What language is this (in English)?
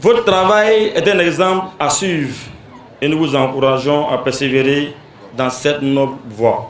Bambara